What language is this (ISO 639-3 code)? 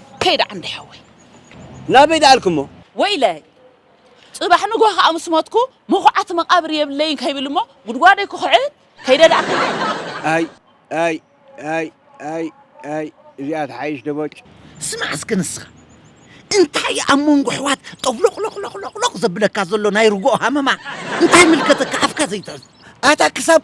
tir